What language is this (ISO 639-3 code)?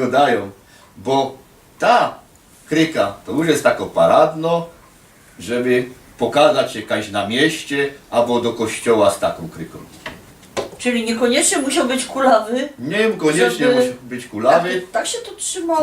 szl